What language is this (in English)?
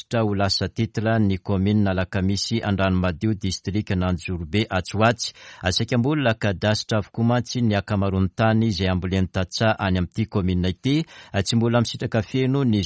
Malagasy